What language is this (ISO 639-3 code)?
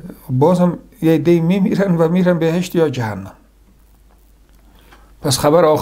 fas